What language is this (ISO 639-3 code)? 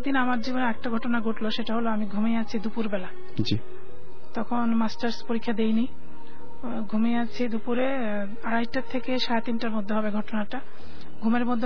ben